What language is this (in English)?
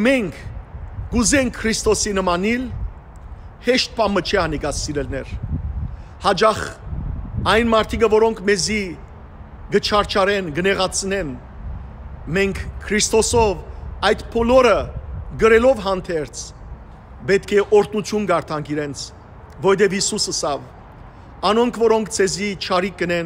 Western Armenian